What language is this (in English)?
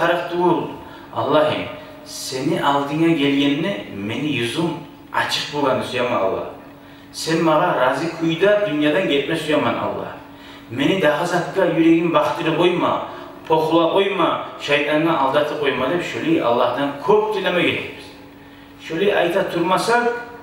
Kumyk